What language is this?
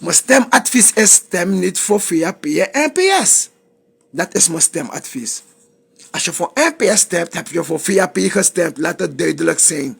Sranan Tongo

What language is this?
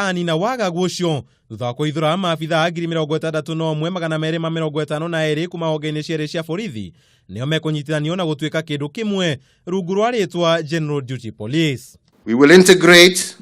Kikuyu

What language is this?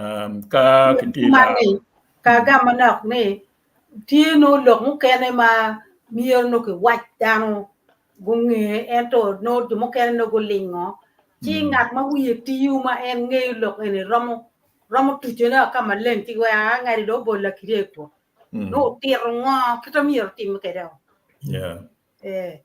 Acoli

